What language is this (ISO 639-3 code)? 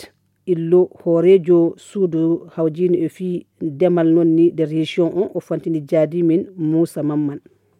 ful